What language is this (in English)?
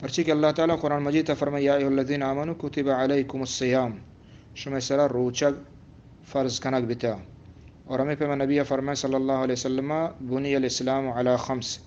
Eastern Balochi